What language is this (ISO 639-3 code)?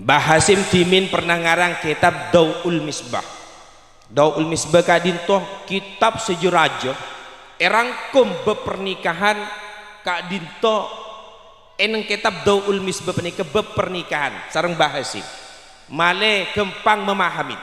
mad